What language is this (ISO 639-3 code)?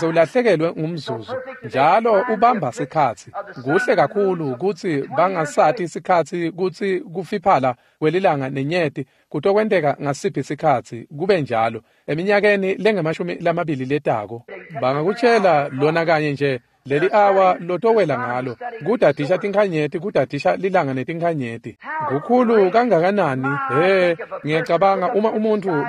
ssw